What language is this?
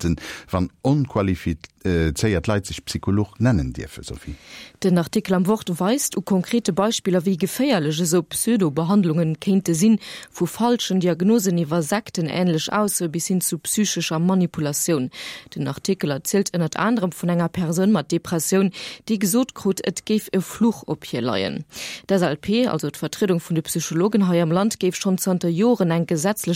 Luxembourgish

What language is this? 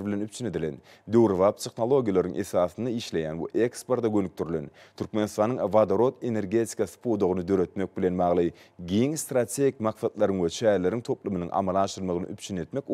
Turkmen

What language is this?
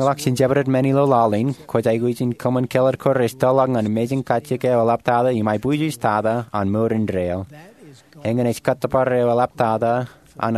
Marshallese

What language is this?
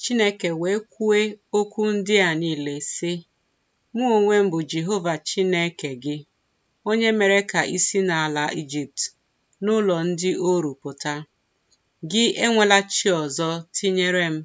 Igbo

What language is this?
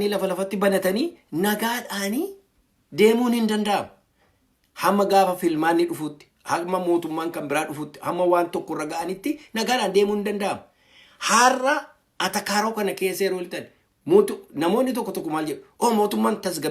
Oromo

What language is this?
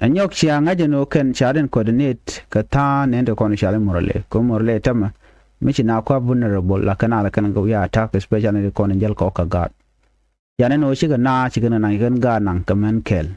Nuer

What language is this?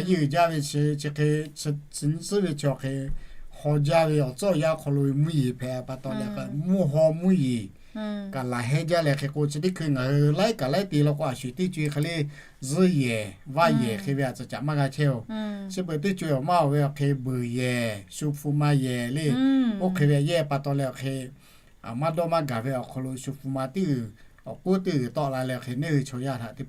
Lahu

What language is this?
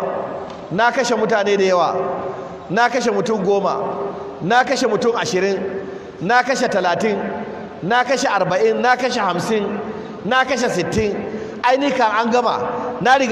Hausa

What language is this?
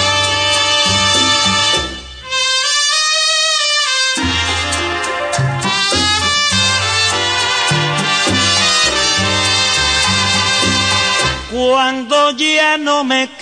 Spanish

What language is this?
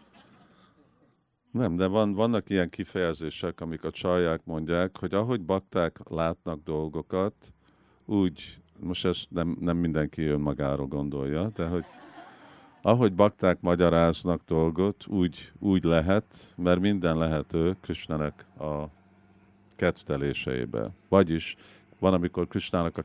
Hungarian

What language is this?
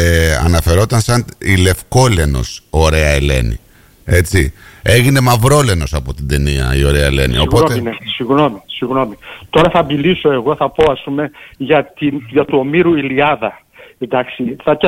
Greek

